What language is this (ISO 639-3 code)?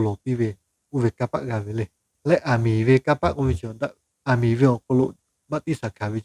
lhu